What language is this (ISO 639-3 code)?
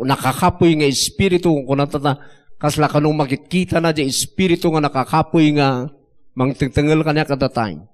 ilo